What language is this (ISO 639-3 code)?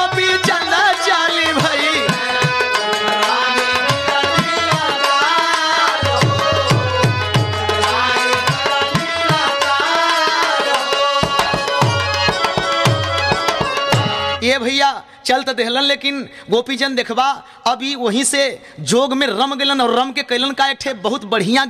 bho